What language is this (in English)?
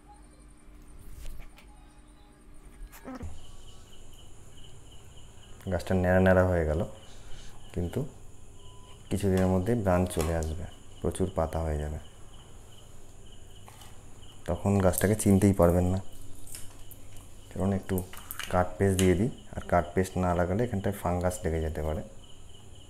Bangla